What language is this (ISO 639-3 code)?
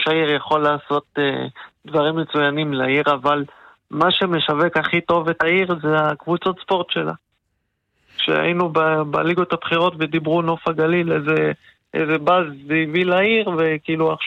heb